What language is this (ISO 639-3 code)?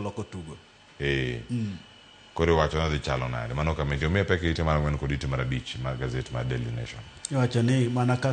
luo